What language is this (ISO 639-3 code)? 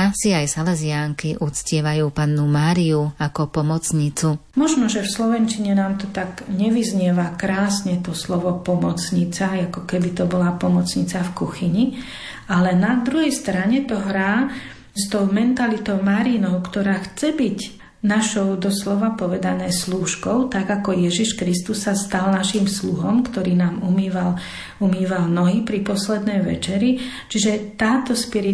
slk